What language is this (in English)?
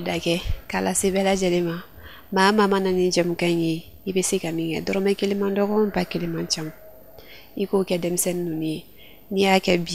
Bambara